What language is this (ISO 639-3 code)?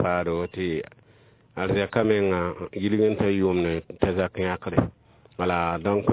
mos